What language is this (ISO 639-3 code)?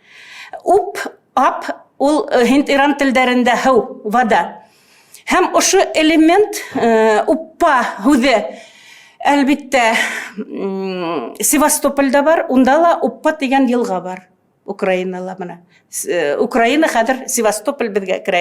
bak